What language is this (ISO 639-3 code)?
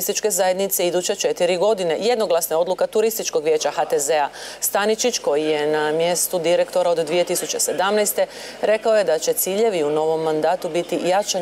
hrv